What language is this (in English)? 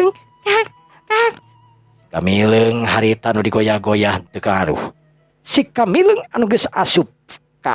Sundanese